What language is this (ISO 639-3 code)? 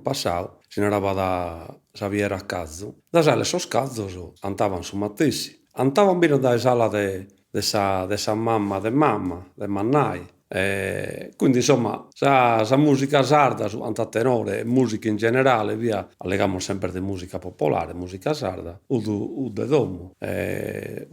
srd